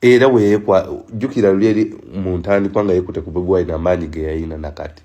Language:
Ganda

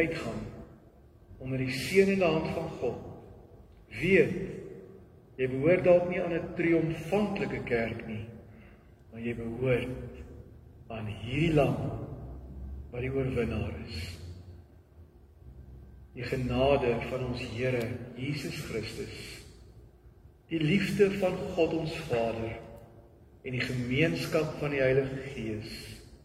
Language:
Afrikaans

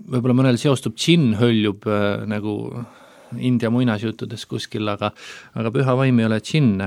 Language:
Estonian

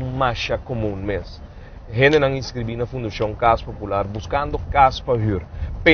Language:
Papiamento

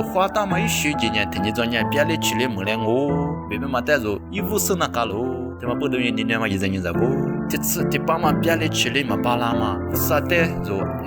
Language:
Lisu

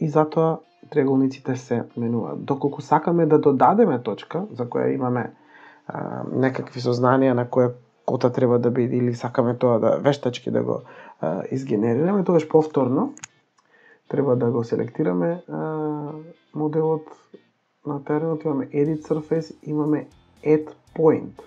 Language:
Macedonian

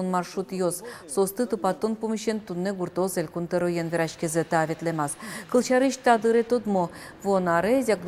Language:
Udmurt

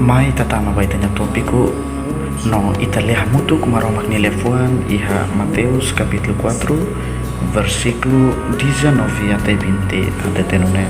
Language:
Tetum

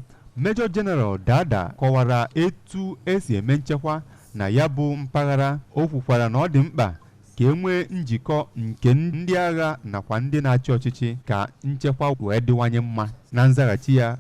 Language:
Igbo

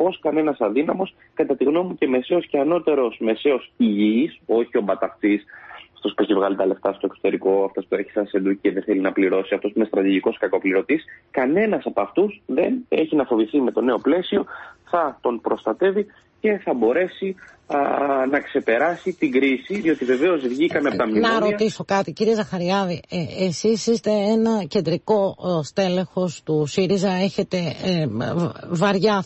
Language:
Greek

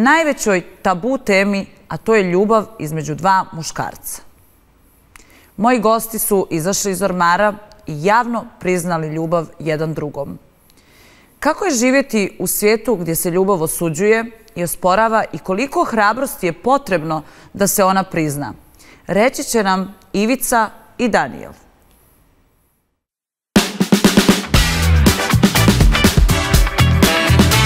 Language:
Serbian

